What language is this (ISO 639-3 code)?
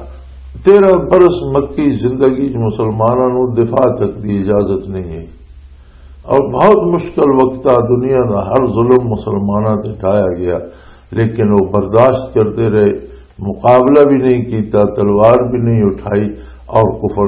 lah